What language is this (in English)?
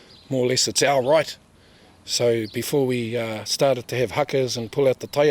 Māori